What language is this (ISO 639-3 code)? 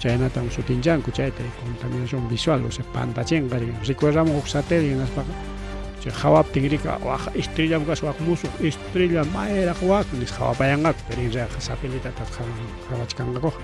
quy